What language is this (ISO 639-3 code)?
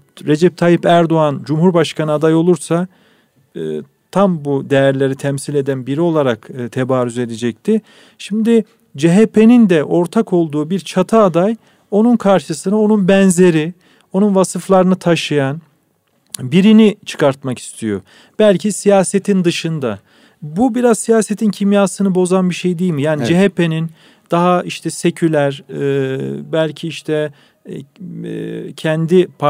tur